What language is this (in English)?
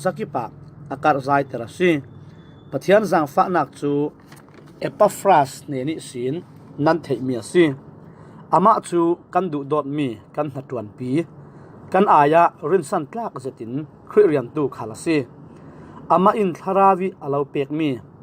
Falam Chin